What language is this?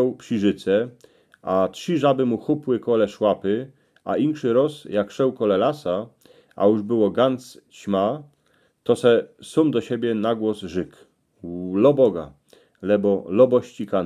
Silesian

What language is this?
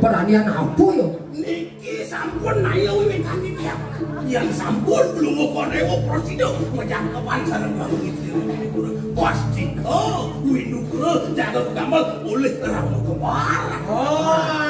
Balinese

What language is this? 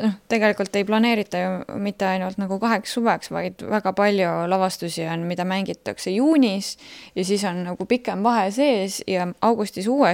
Estonian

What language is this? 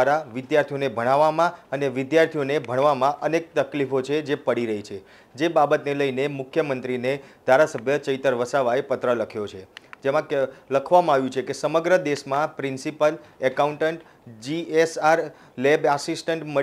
Gujarati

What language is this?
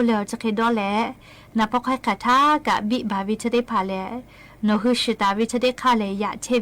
Lahu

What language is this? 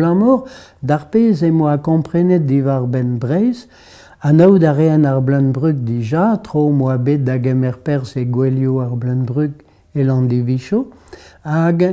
Breton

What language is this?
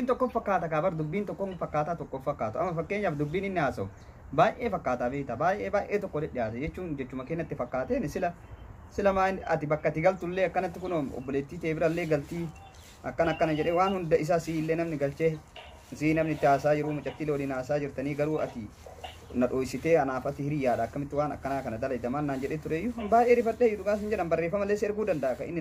Oromo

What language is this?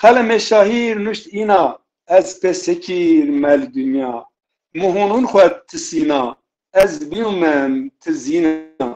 Zaza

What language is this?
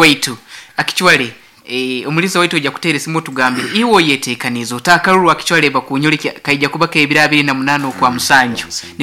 Nyankole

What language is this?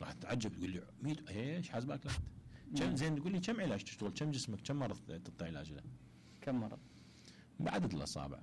Mesopotamian Arabic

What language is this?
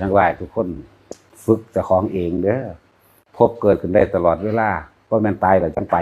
Northeastern Thai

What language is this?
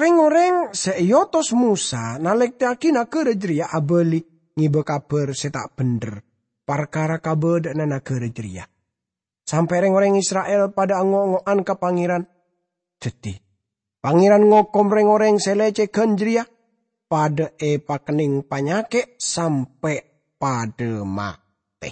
Madurese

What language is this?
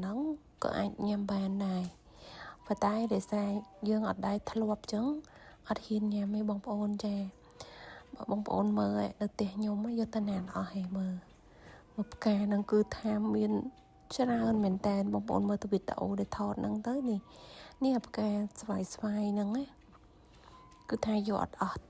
Khmer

